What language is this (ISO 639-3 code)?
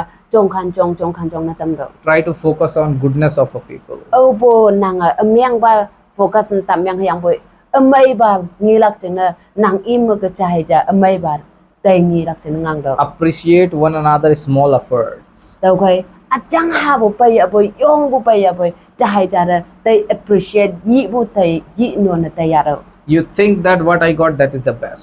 nbe